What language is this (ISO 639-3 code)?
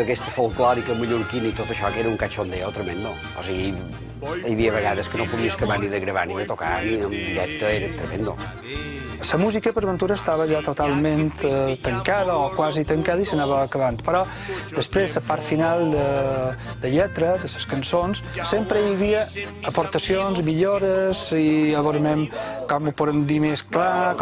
cat